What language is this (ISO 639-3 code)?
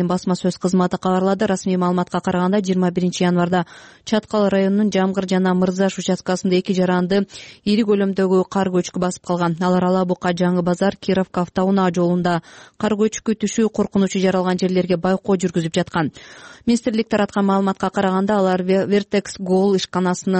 kir